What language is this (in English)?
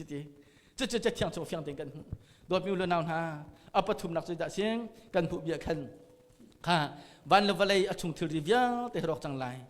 Hakha Chin